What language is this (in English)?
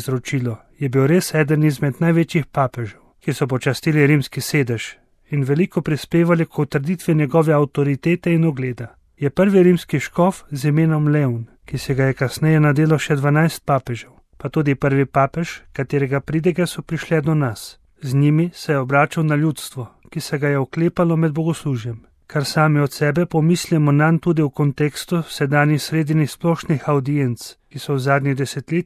Slovenian